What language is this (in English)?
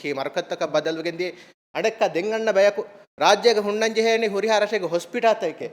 Divehi